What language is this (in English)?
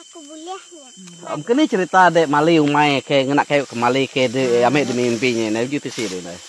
Iban